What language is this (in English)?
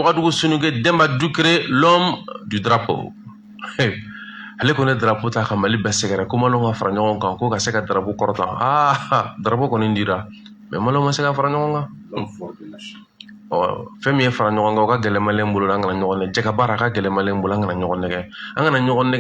Bambara